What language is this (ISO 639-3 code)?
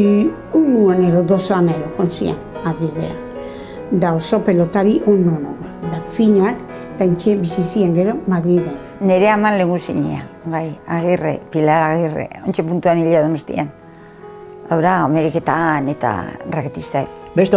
eus